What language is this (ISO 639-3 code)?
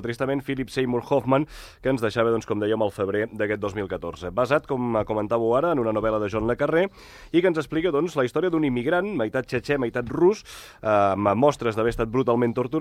cat